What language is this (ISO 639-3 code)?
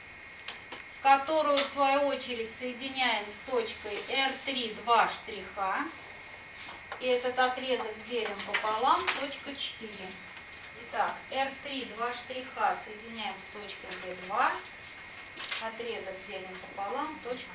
rus